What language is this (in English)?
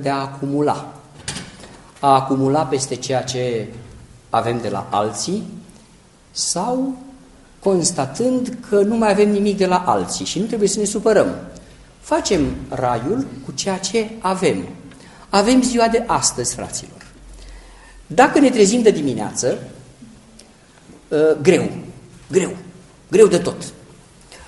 Romanian